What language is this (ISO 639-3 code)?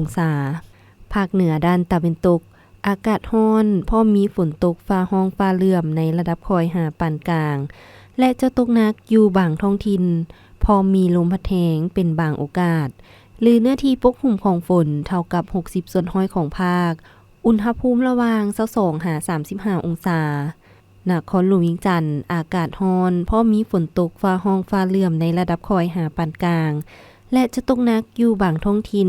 lao